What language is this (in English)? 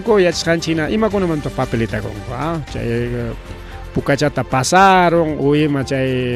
Ayacucho Quechua